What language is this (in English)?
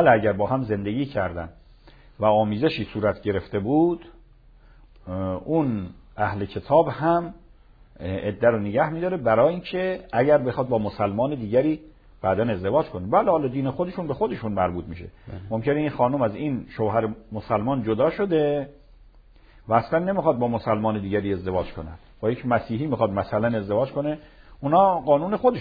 Persian